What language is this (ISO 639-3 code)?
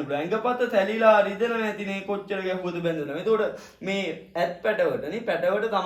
sin